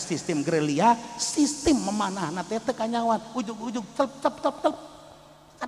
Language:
Sundanese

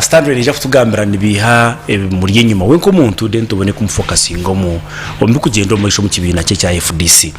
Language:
Nyankole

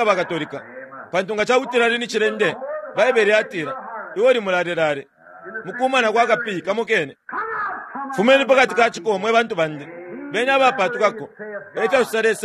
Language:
Bemba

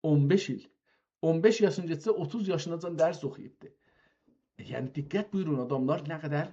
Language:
South Azerbaijani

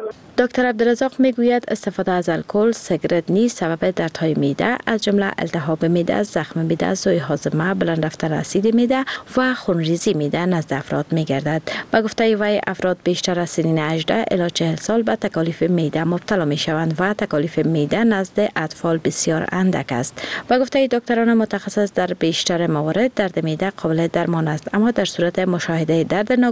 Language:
Persian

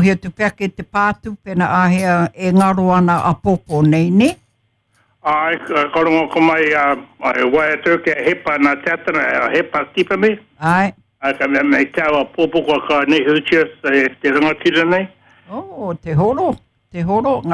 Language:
Māori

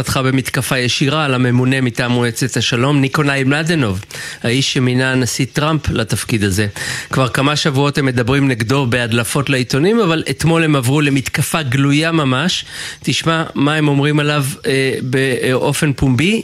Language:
Hebrew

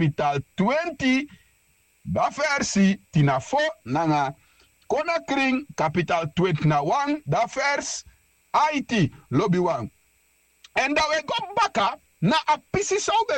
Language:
Sranan Tongo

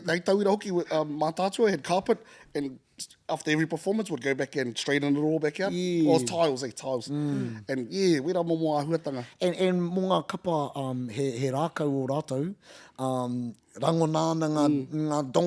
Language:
Māori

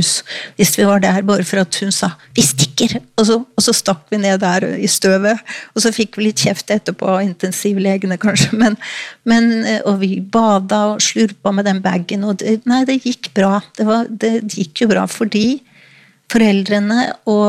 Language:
Norwegian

